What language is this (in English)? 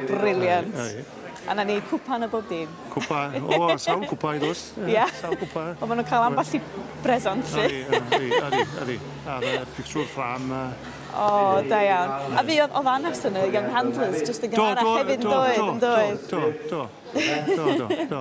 Welsh